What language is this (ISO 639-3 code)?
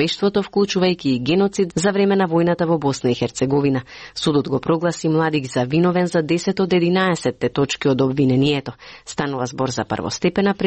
mkd